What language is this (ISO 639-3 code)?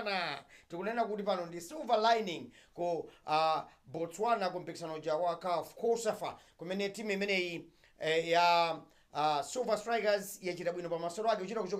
nya